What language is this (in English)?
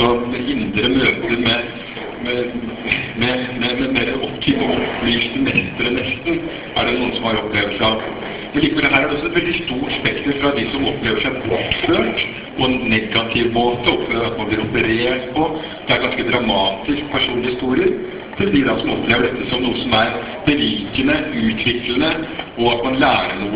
Norwegian